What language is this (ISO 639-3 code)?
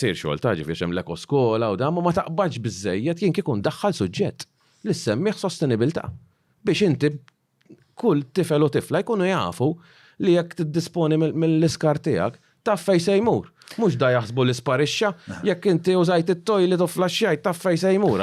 mlt